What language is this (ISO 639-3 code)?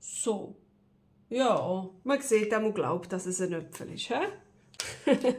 gsw